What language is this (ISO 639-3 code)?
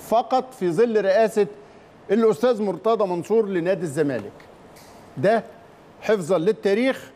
arz